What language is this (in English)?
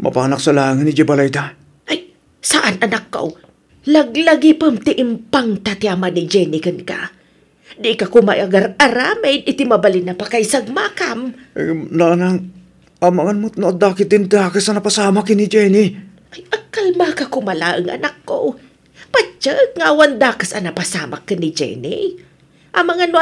Iloko